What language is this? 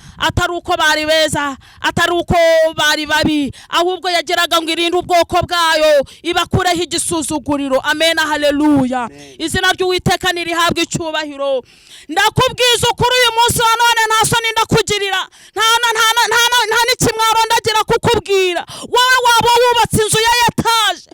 Kinyarwanda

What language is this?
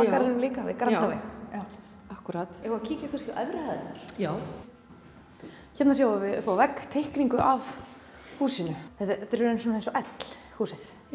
Icelandic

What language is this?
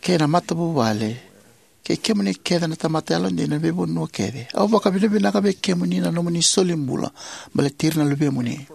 Fijian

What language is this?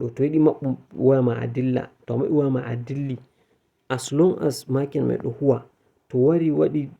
Fula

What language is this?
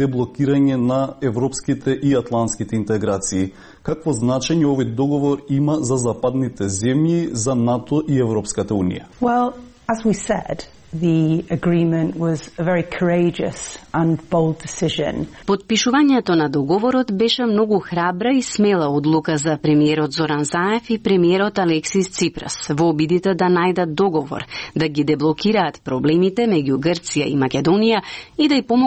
Macedonian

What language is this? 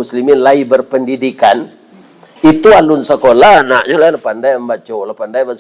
Minangkabau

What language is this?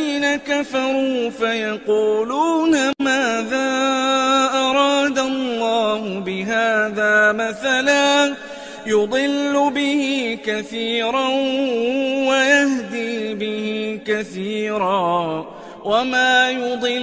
Arabic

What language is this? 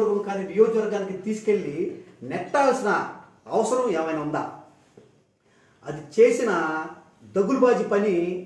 Telugu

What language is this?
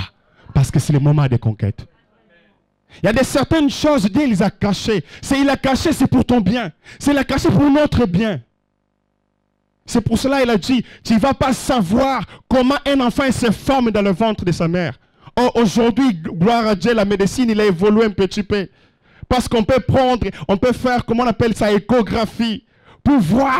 French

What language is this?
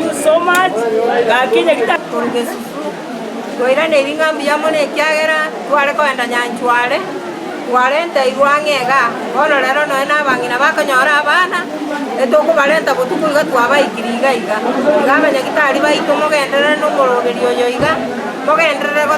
Gusii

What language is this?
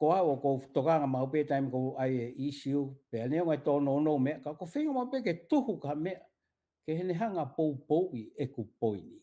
Tongan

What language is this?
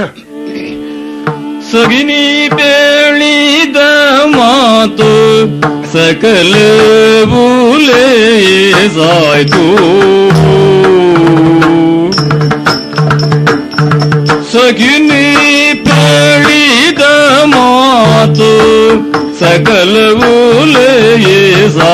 Kannada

